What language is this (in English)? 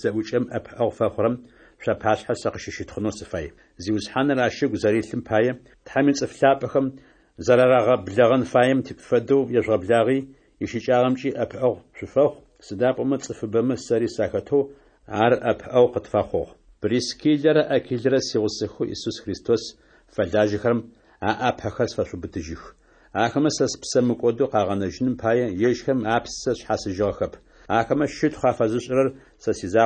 Adyghe